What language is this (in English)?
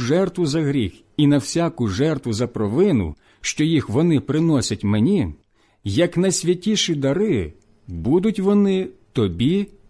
Ukrainian